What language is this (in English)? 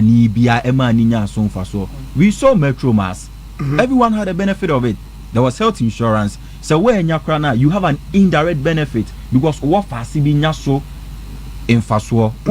Akan